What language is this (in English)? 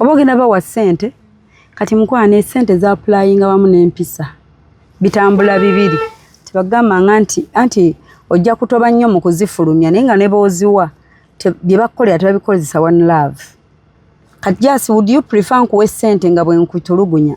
Ganda